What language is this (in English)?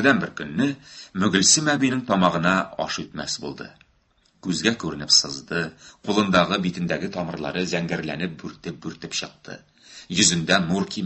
Tatar